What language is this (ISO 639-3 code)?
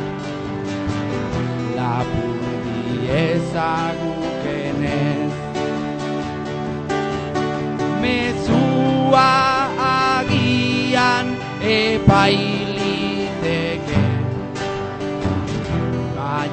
eus